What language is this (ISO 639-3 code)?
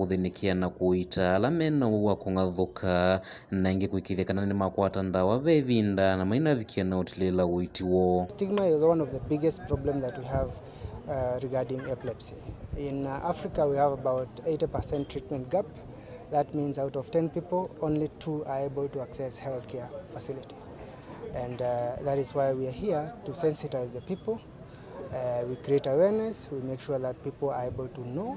kam